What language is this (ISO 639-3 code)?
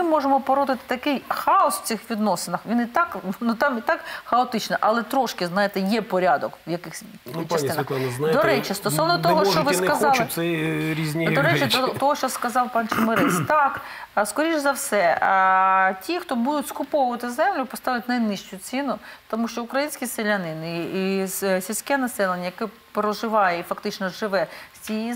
ukr